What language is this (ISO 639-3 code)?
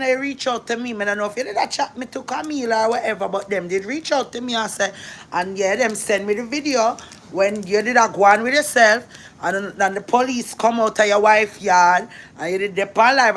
jam